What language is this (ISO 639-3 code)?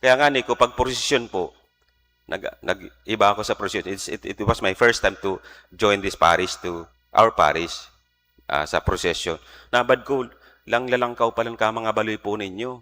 bik